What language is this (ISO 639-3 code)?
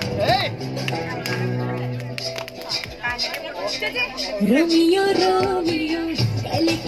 mal